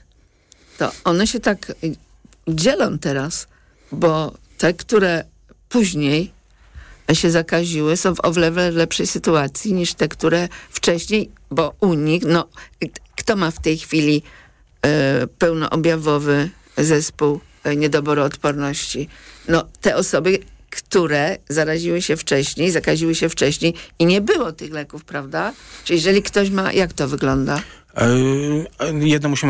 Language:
Polish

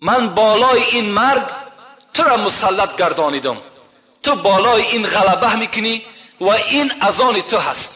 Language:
Tajik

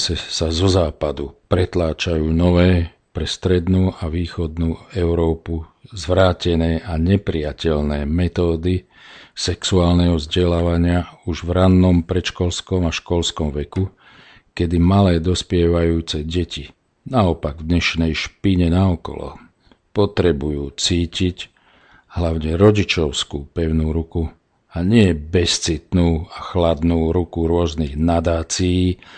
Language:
Slovak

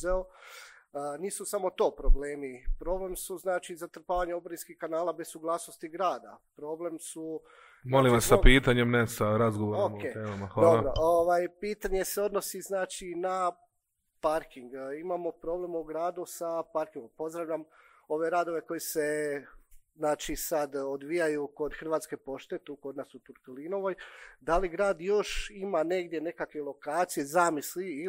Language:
Croatian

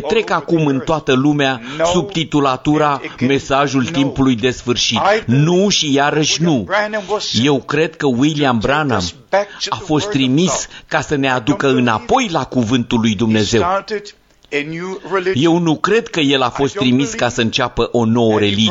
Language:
Romanian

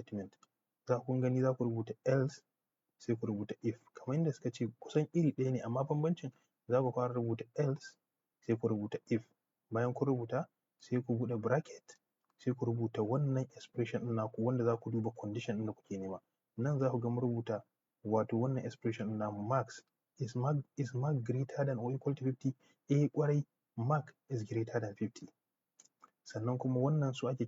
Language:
Hausa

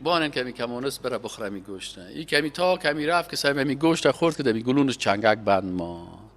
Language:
Persian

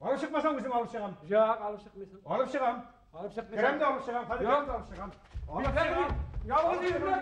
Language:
Bashkir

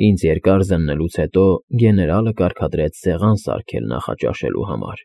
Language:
Armenian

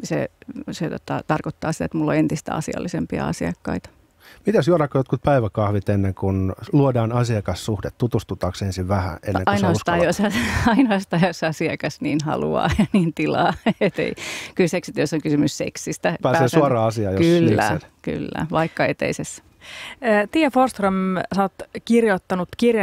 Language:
Finnish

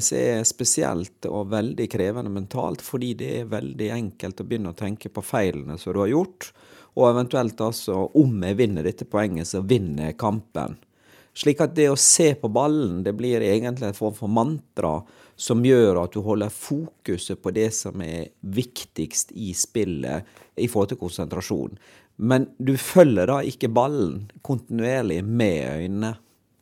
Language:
Norwegian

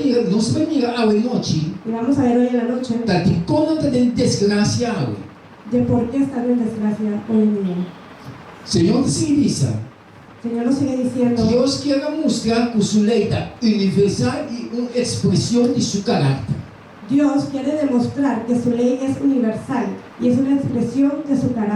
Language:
Papiamento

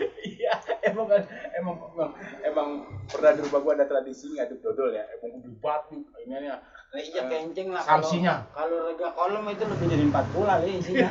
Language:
Betawi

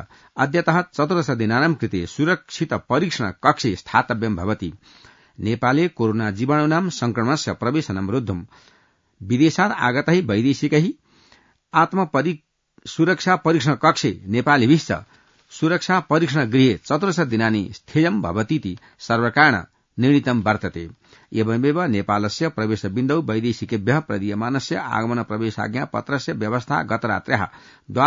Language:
Sanskrit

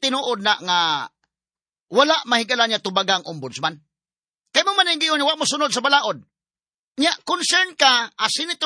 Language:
Cebuano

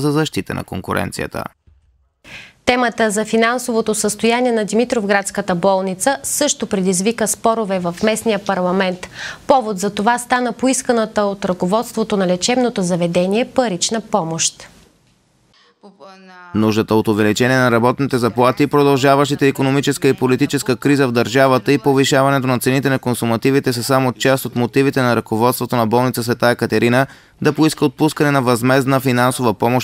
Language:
Bulgarian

